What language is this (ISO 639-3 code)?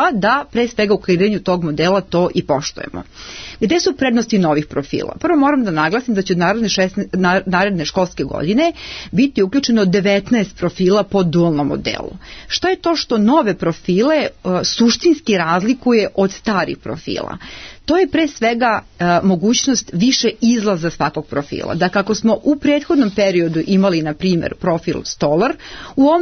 srp